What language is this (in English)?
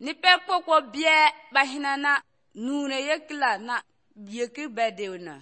Somali